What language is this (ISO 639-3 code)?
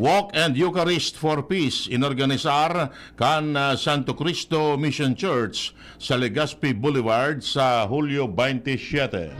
bik